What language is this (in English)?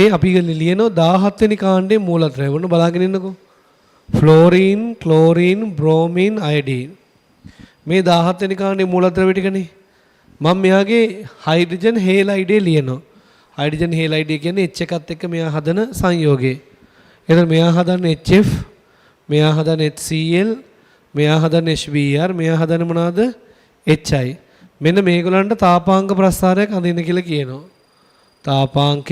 Sinhala